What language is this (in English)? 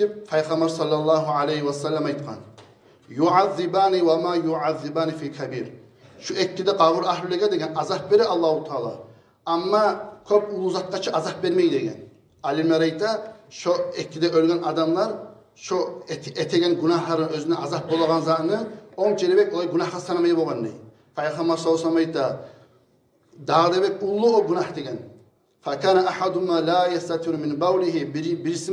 Kumyk